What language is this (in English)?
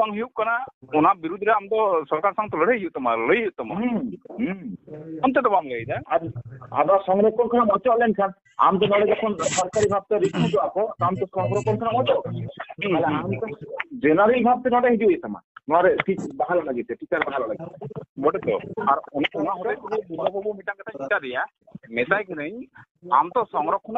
Santali